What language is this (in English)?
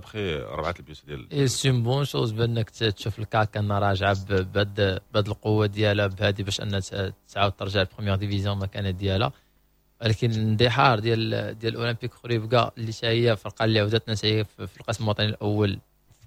Moroccan Arabic